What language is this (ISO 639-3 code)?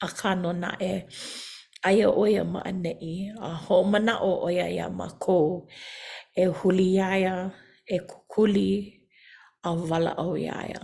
haw